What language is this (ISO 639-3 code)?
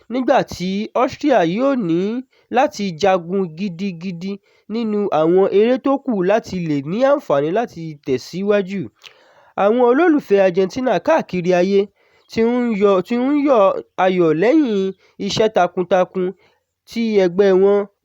yor